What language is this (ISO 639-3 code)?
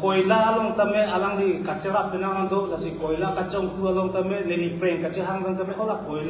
mjw